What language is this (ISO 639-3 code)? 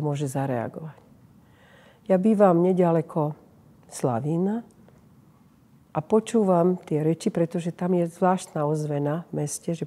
slk